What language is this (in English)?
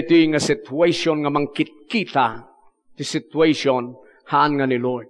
Iloko